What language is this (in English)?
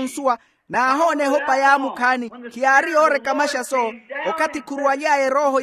Makhuwa